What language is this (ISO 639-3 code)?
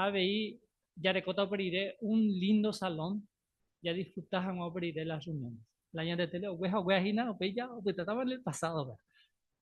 grn